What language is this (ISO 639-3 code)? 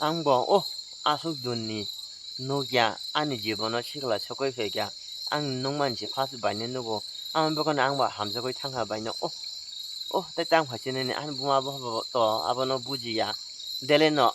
trp